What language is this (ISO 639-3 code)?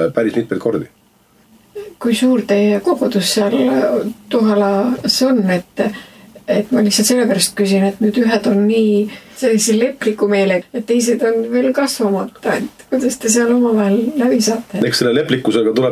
est